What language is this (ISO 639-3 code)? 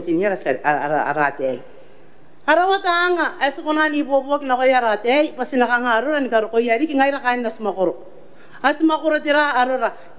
gil